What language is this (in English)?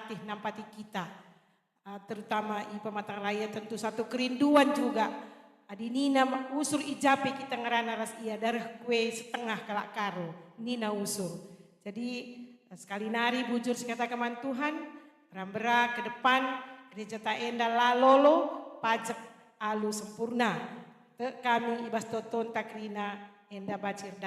Batak Karo